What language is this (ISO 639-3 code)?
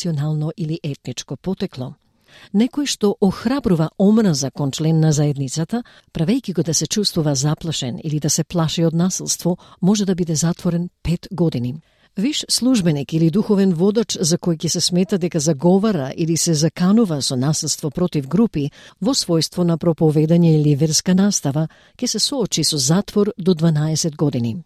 mkd